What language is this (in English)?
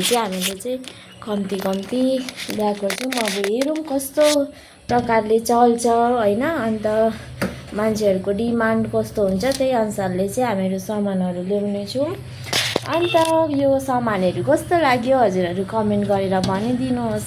Nepali